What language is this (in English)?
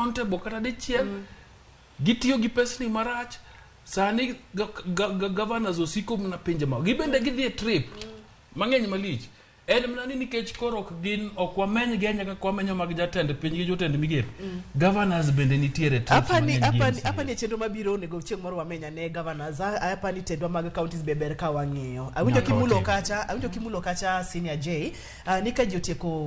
Luo (Kenya and Tanzania)